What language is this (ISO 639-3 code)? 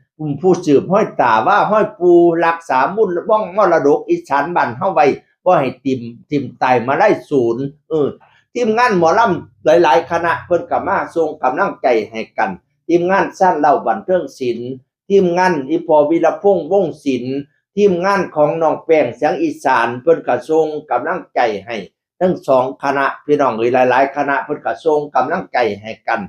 tts